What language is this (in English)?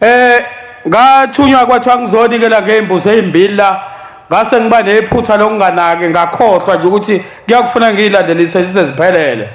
Zulu